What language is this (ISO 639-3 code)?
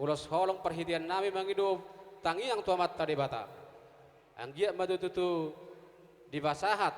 bbc